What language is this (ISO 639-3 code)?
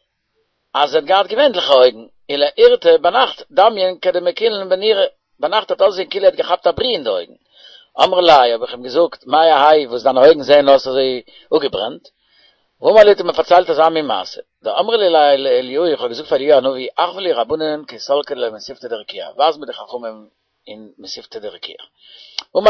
yid